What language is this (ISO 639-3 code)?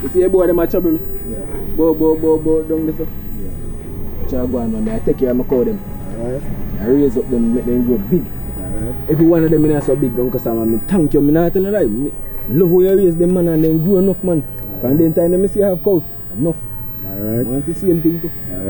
jam